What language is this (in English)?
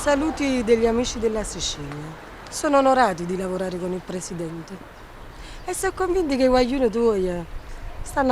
Neapolitan